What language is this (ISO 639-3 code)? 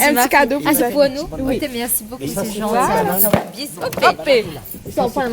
rcf